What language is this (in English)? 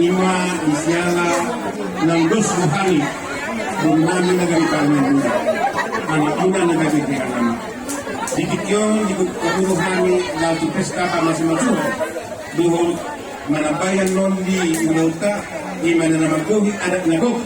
Batak Toba